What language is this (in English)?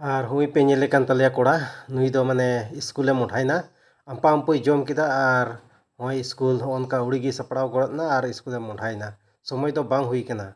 Santali